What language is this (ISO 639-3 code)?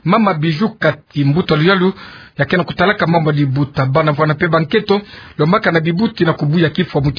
ktu